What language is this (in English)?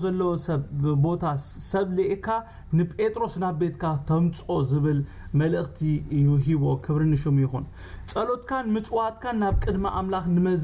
Tigrinya